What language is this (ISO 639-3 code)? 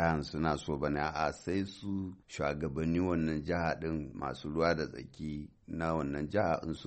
hau